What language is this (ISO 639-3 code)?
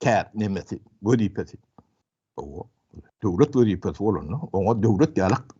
tuk